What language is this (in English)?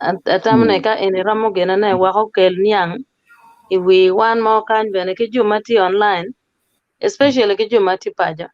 Acoli